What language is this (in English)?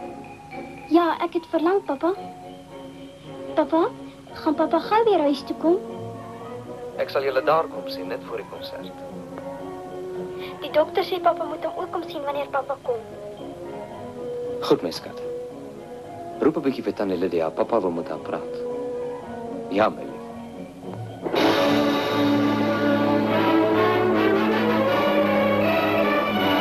Afrikaans